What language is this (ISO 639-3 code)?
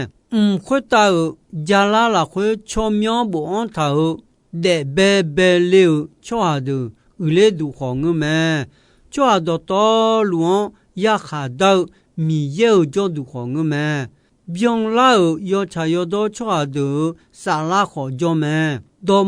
ahk